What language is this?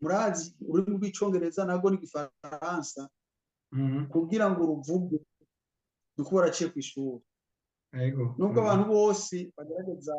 Rundi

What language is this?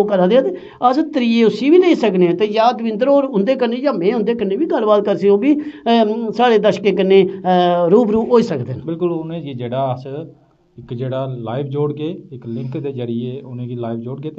Dogri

